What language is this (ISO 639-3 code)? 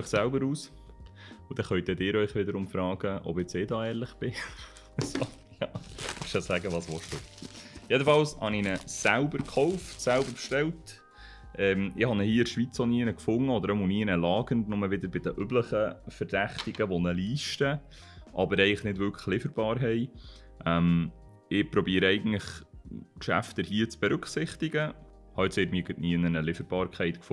gsw